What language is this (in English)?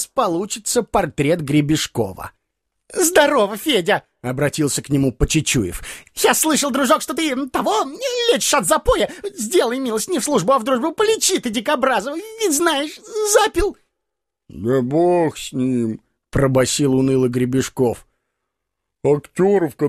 Russian